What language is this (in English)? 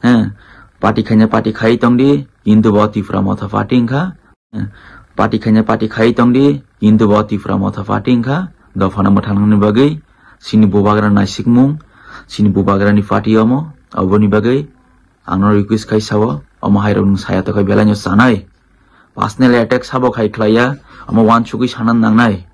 Kok Borok